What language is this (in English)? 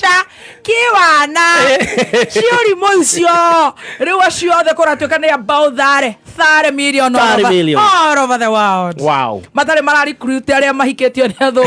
Kikuyu